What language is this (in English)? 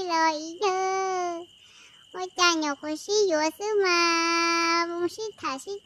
Hmong